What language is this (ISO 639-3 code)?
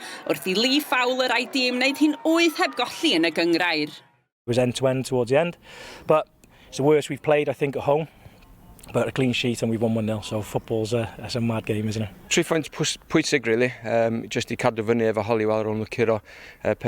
cym